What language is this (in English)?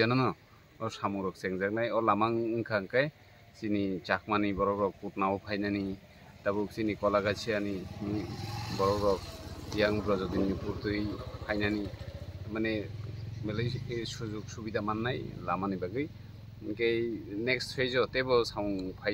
Kok Borok